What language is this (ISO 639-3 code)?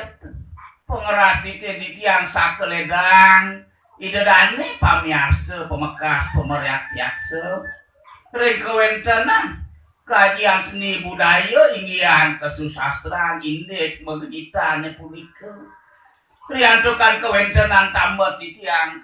ban